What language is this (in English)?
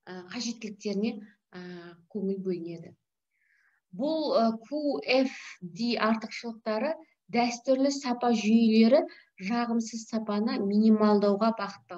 Kazakh